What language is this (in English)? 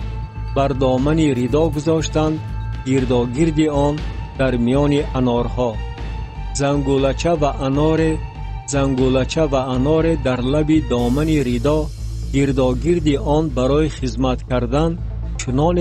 Tajik